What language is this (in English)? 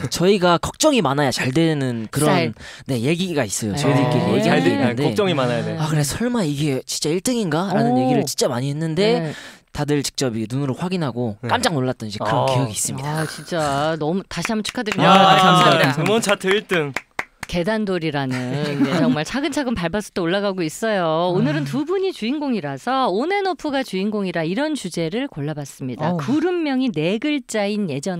Korean